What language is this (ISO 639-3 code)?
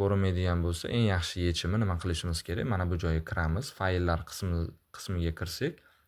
uzb